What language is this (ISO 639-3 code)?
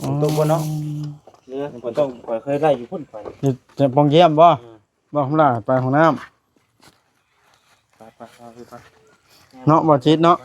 tts